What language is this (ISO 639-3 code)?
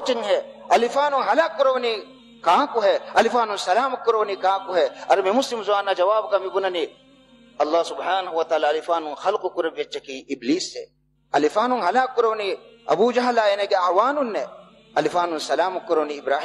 div